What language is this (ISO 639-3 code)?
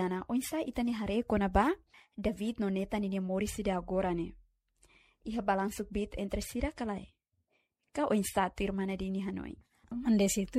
tet